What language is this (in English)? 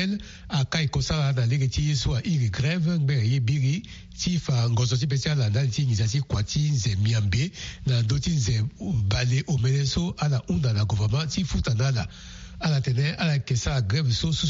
Sango